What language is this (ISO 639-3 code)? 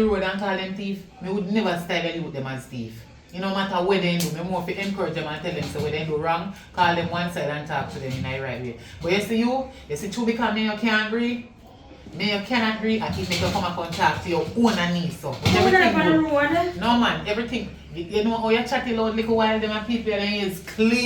jam